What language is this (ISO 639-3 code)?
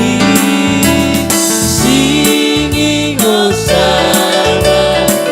smo